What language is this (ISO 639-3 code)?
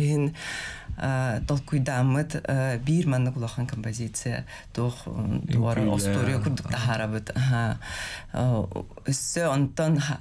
sah